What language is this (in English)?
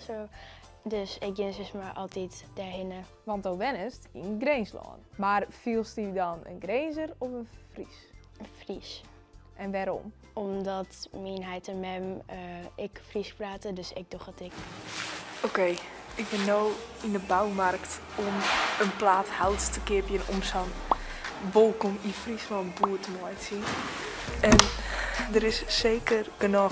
Western Frisian